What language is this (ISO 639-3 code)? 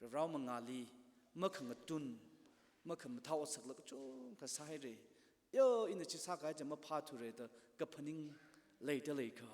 nmf